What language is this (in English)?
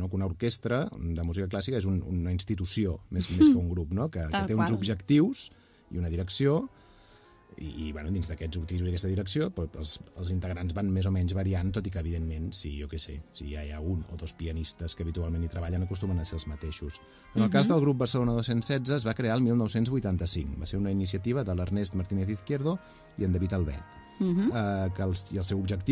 Catalan